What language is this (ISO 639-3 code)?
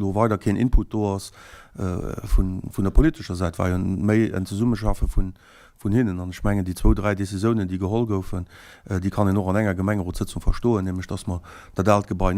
ltz